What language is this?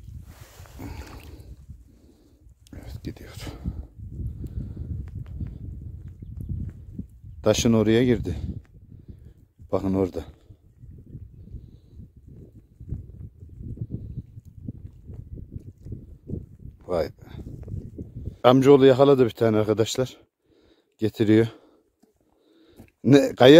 Turkish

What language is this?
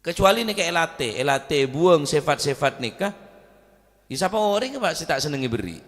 Madurese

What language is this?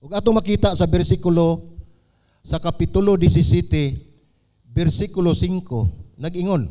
Cebuano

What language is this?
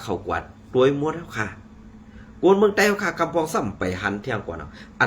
Shan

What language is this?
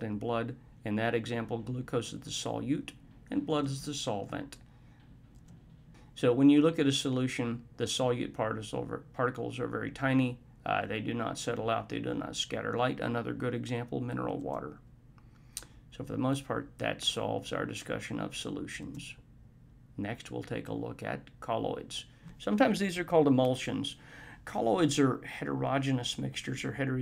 English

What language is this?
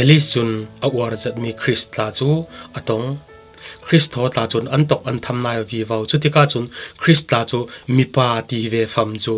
Falam Chin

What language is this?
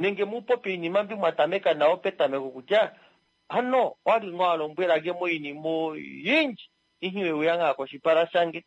Kuanyama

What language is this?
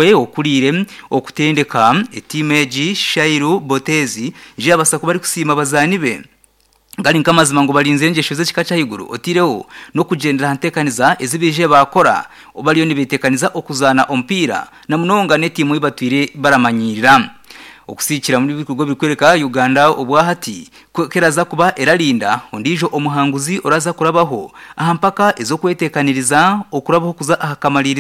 Nyankole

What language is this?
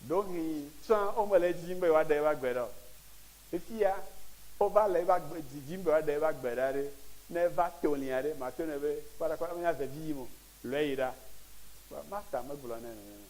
Ewe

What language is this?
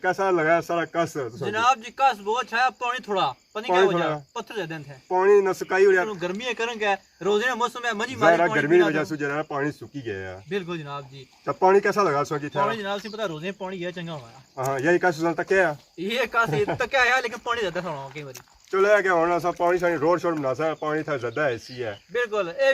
Pahari-Potwari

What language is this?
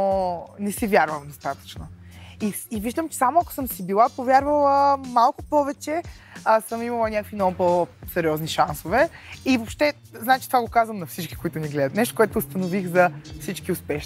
Bulgarian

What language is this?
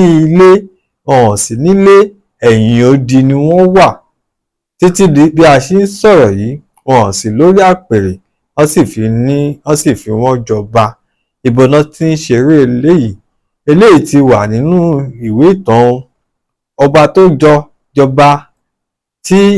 Yoruba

